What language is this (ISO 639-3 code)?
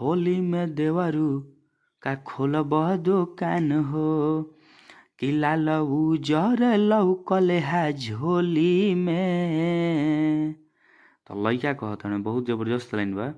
bho